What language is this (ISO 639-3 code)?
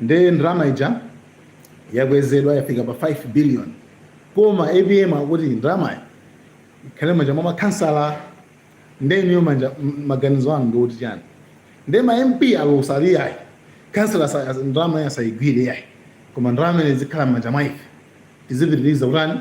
nya